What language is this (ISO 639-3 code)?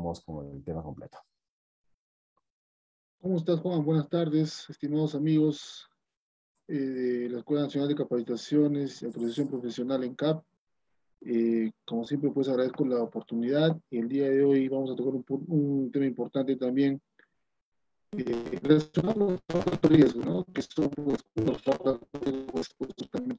spa